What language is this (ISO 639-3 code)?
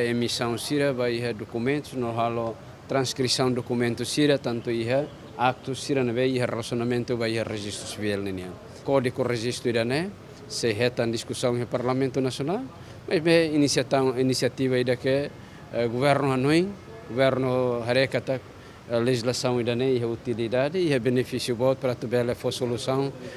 tet